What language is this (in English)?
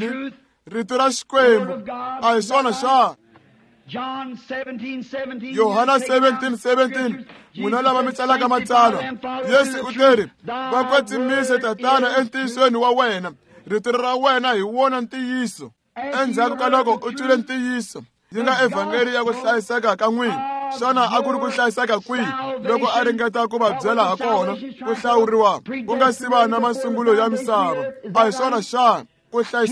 Tsonga